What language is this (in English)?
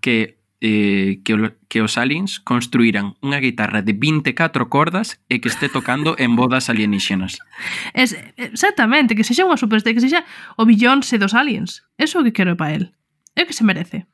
Galician